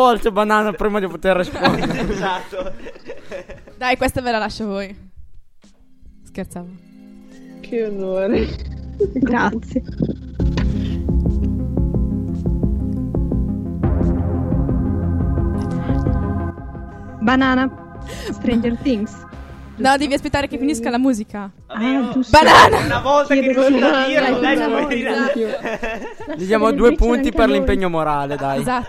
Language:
Italian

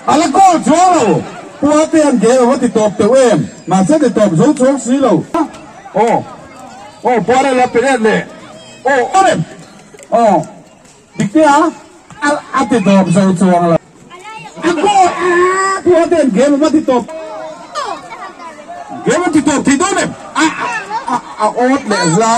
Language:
Mizo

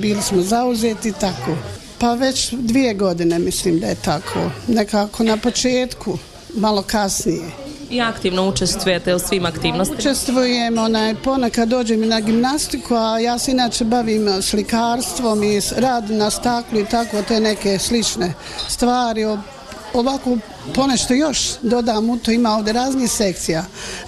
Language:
Bosnian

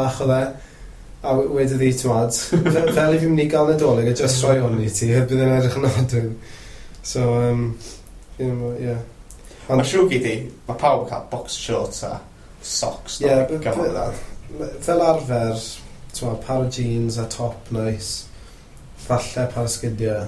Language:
Welsh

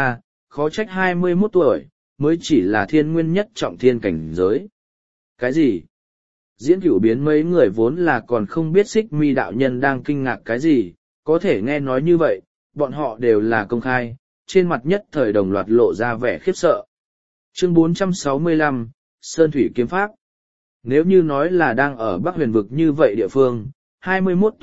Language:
Vietnamese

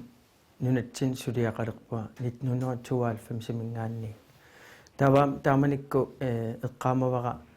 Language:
Kalaallisut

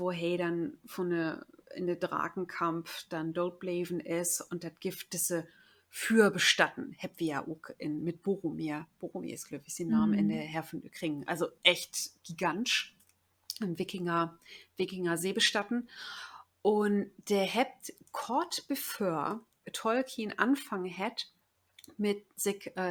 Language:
Low German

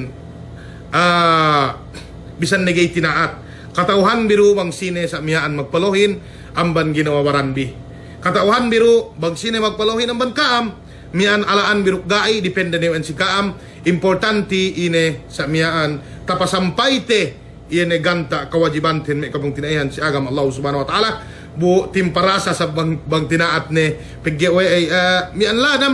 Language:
Yakan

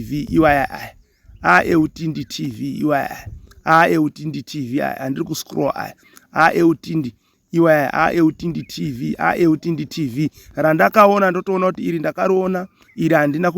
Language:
Shona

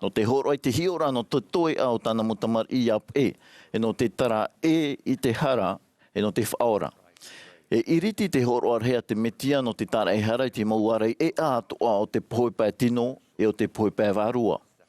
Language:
Tahitian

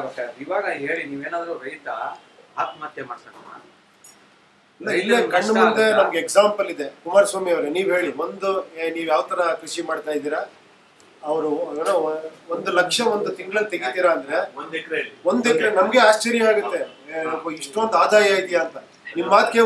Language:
Kannada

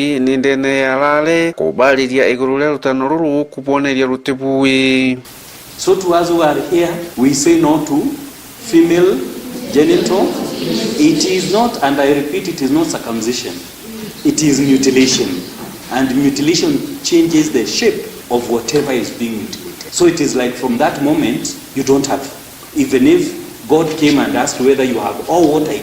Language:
Meru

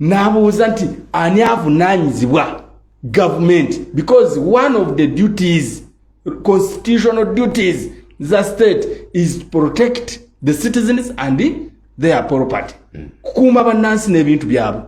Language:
Ganda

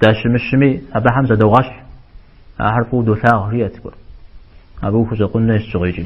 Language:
Kabardian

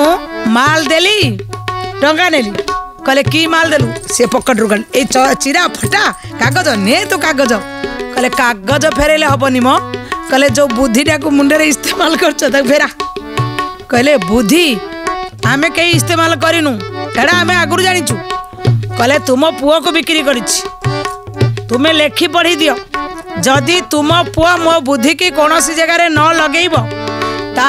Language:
Odia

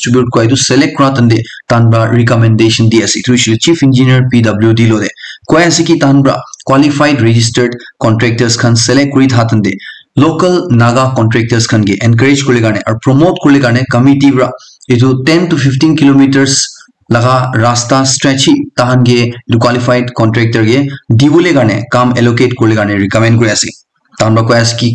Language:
Naga Pidgin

